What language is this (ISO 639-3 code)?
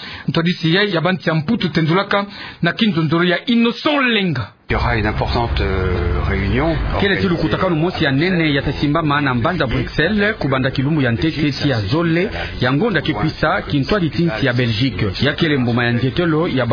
ktu